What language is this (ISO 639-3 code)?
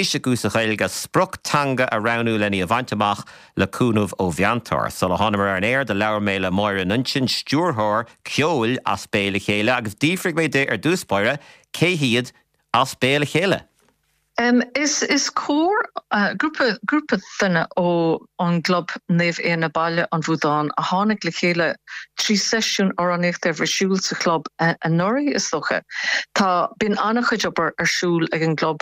gle